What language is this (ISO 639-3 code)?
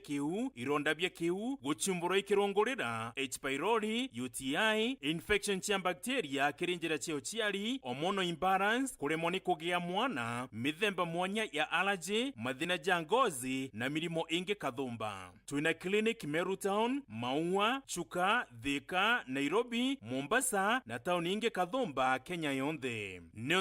mer